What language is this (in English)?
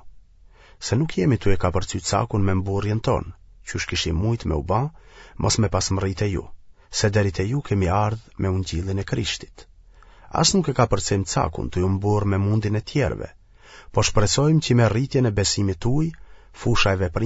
Albanian